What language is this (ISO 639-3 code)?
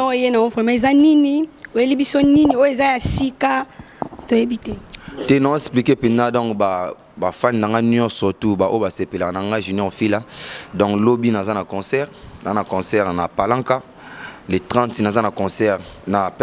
lin